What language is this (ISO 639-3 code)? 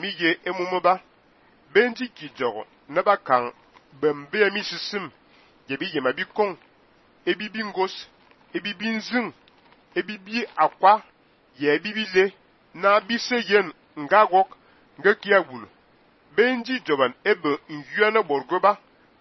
fan